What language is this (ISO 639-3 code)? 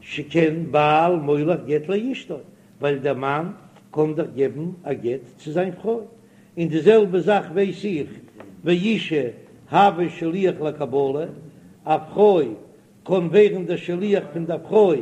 yid